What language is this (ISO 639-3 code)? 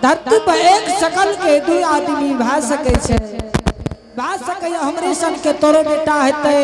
anp